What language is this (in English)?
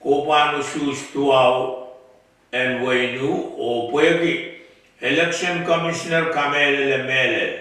Pohnpeian